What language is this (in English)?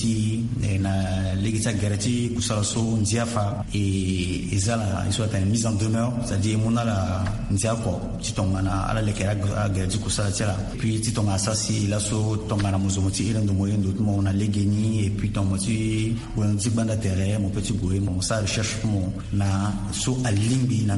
Sango